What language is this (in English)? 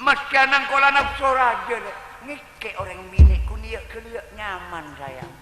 Madurese